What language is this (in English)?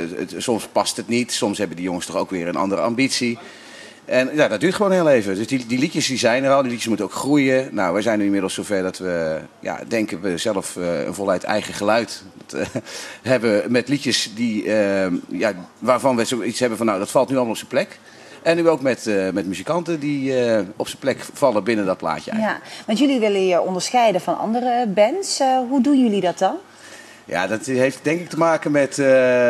Dutch